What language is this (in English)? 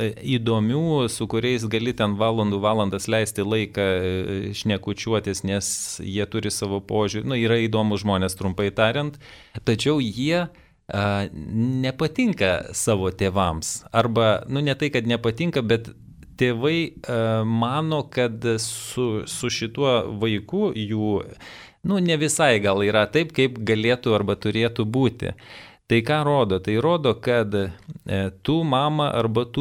Lithuanian